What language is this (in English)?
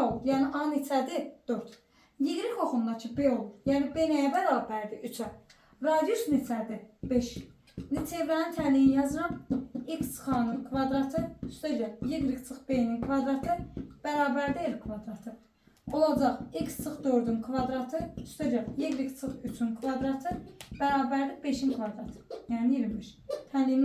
Azerbaijani